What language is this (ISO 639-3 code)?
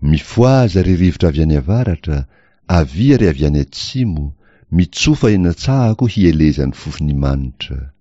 mlg